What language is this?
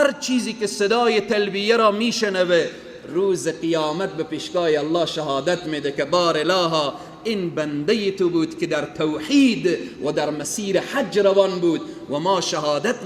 Persian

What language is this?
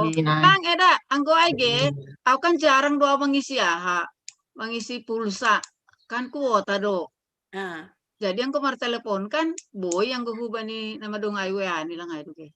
Batak Simalungun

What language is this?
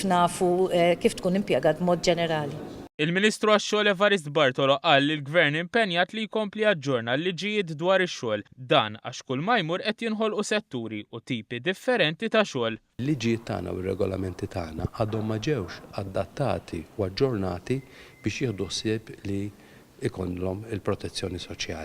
Maltese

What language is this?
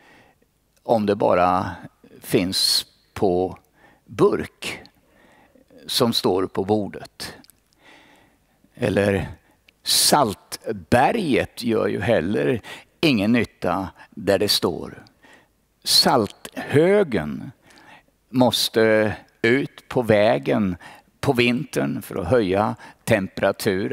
Swedish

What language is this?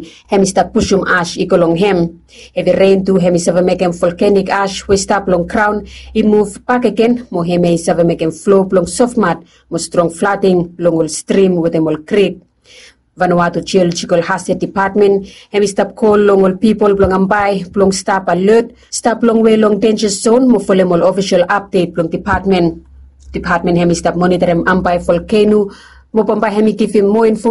Bislama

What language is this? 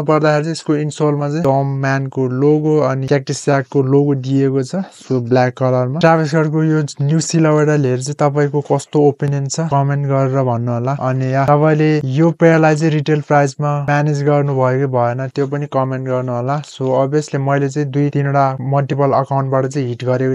Nepali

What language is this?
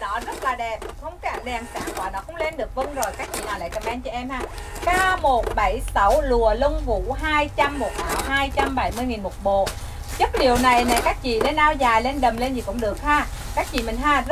Vietnamese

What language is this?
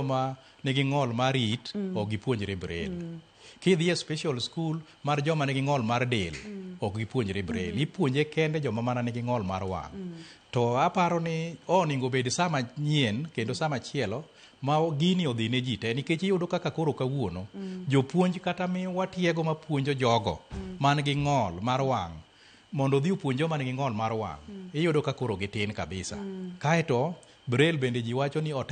Luo (Kenya and Tanzania)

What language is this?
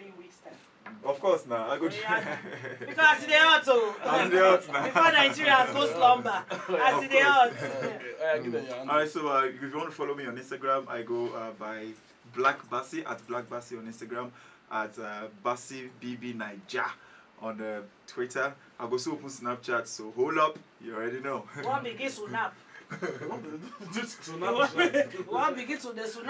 Nigerian Pidgin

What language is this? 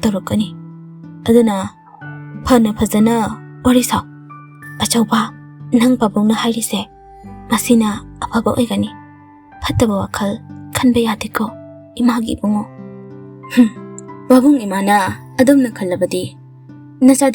Manipuri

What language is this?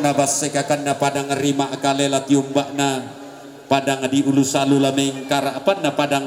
Toraja-Sa'dan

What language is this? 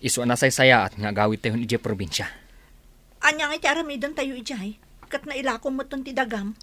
Iloko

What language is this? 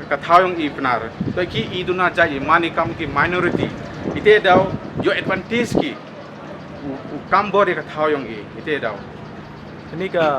Pnar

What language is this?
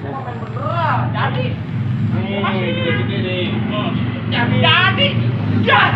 Betawi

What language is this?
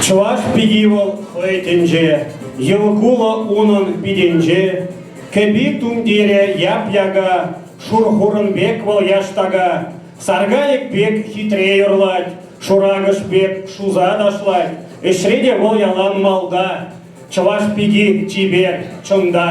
Chuvash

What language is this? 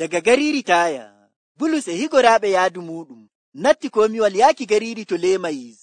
Nigerian Fulfulde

